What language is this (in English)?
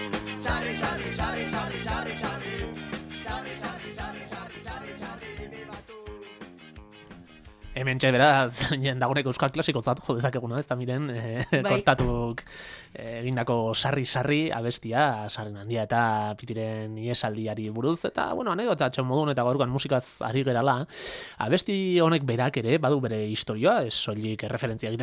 Basque